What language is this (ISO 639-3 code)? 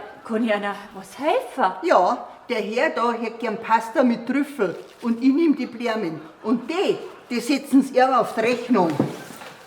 bar